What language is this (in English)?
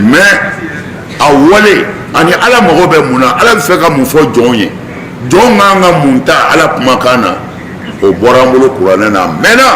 Bambara